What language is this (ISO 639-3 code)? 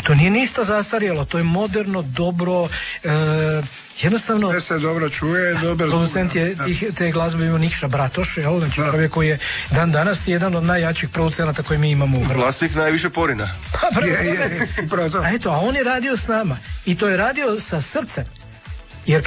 hrv